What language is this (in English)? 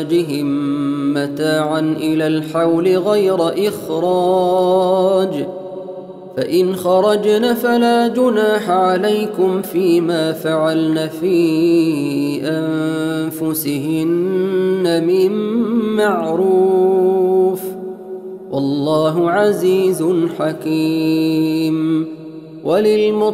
Arabic